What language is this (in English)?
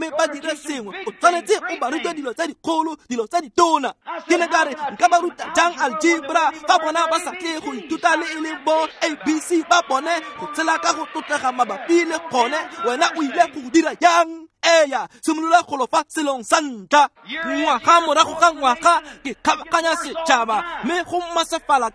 Tswana